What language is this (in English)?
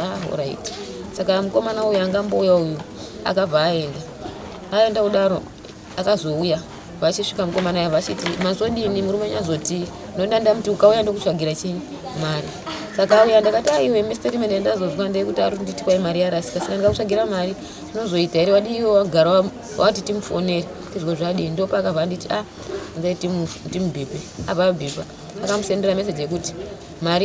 Shona